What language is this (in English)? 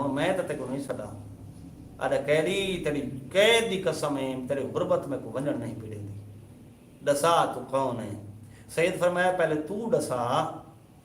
Saraiki